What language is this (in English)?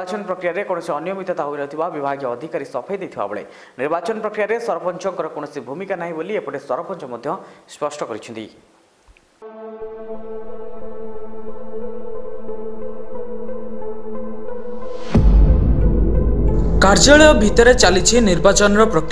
Odia